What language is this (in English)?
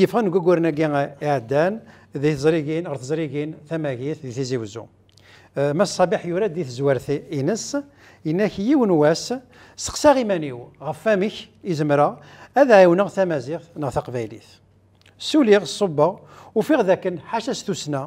Kabyle